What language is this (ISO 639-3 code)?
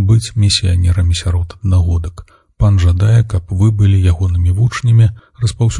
bel